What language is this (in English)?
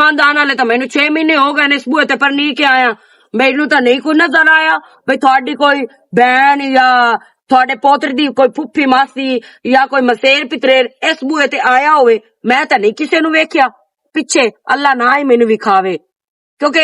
Western Panjabi